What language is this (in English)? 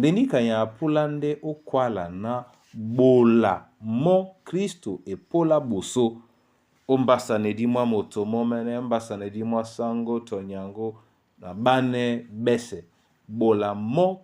Duala